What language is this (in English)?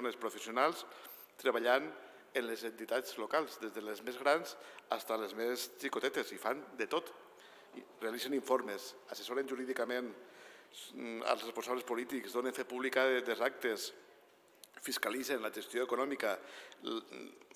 Catalan